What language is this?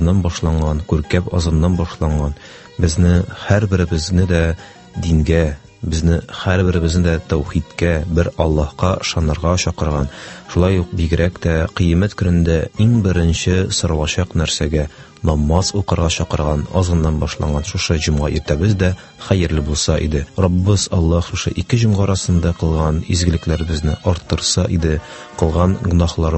Tatar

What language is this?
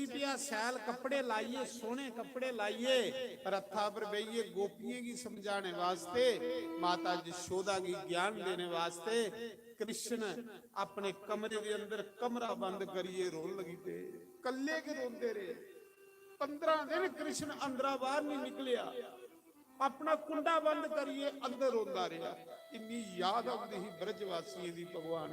Dogri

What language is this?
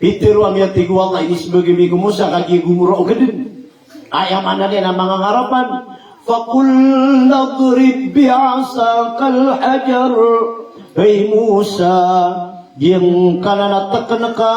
Maranao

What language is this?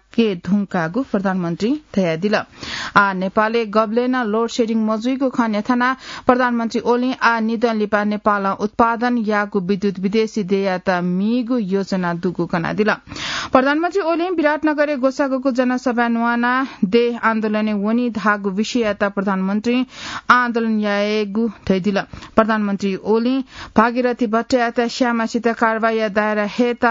Newari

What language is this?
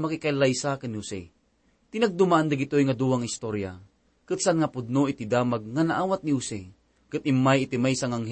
Iloko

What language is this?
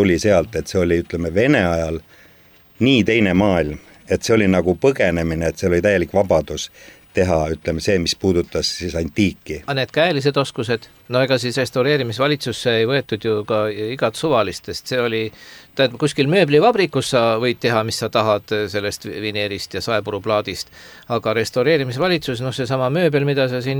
Estonian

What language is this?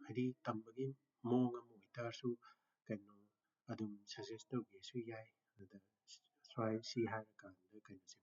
Manipuri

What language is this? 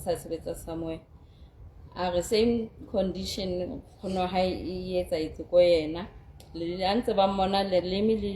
Southern Sotho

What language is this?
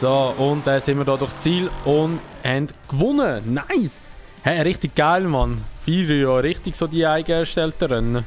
Swiss German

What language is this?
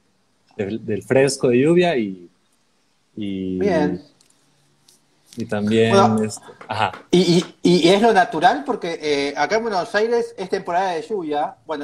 Spanish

